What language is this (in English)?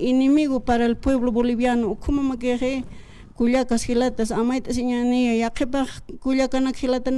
Aymara